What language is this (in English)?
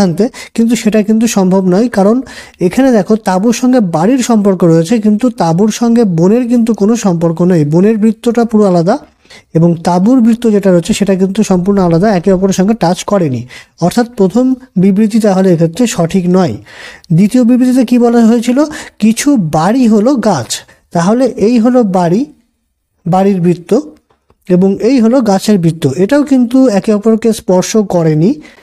Bangla